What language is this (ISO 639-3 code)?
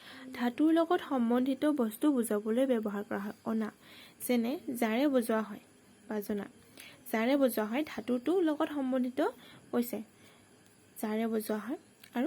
asm